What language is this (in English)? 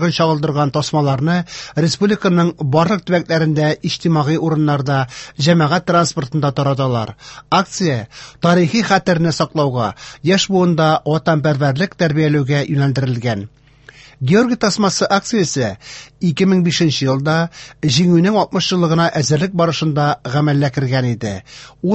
Tatar